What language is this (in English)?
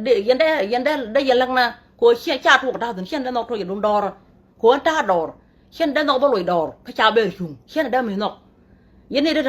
Nuer